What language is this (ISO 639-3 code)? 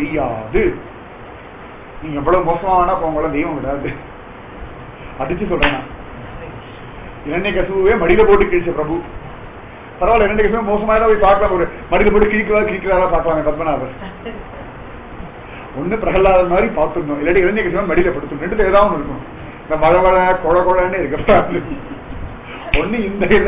tam